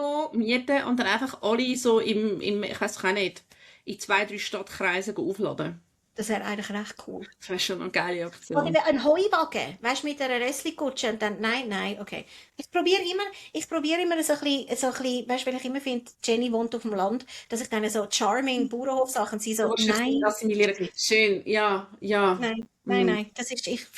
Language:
Swiss German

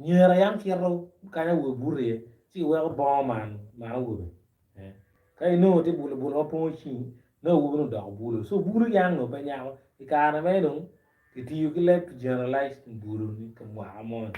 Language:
Acoli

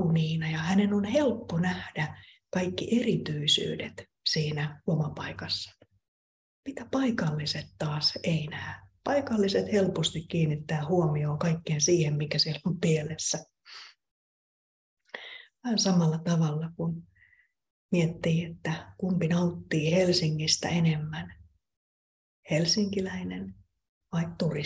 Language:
Finnish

